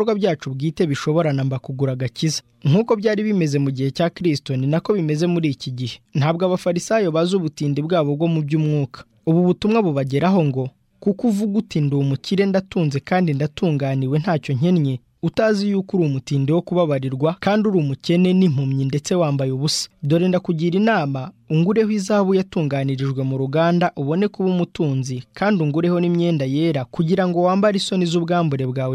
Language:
Kinyarwanda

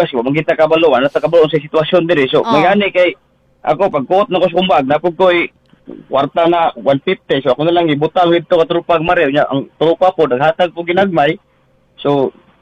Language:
Cebuano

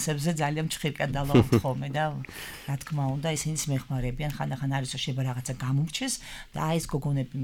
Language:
Georgian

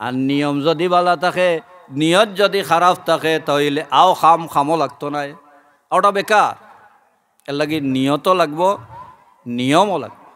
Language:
Sylheti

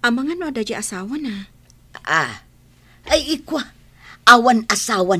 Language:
Iloko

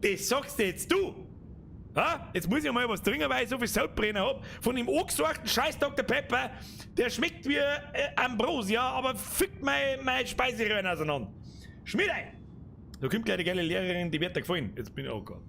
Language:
Bavarian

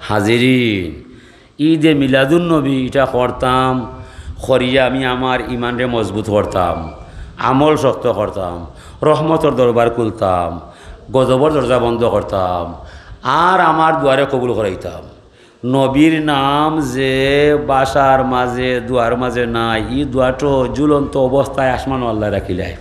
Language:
Sylheti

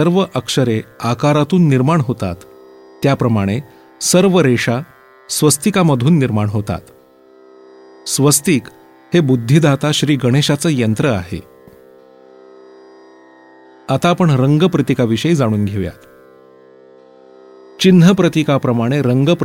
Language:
Marathi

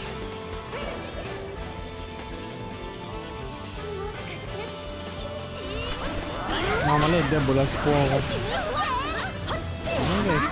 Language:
Italian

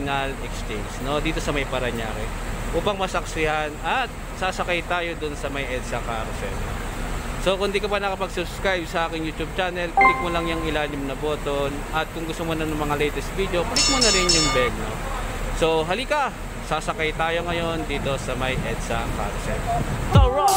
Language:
Filipino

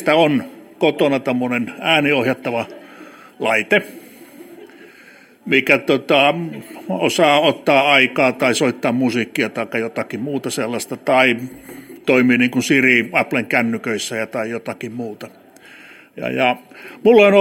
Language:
Finnish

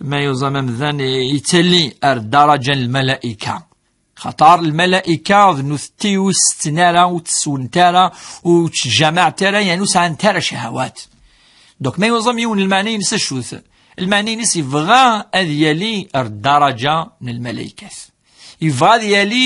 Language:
Kabyle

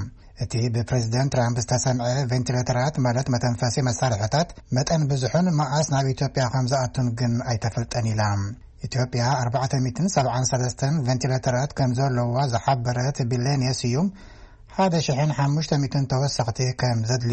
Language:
Tigrinya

